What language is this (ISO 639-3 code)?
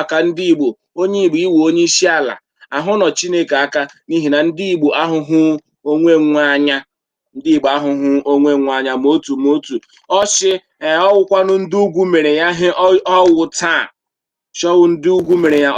ibo